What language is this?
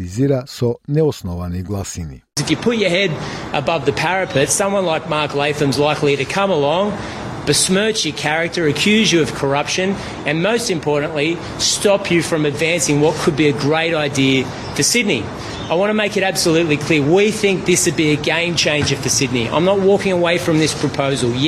Macedonian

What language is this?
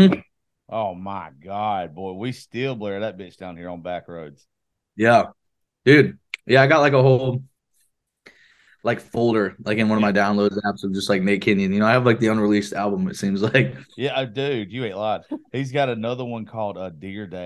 English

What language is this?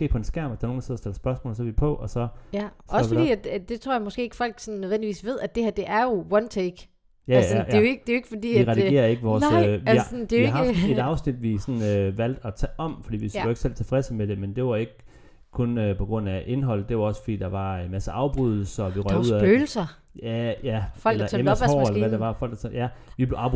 Danish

